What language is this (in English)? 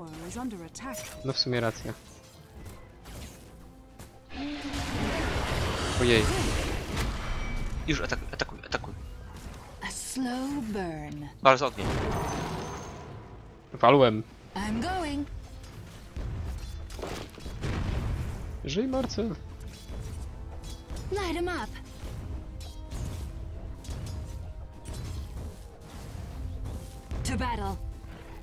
Polish